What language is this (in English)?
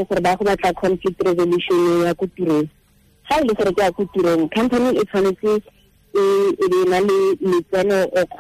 Tswana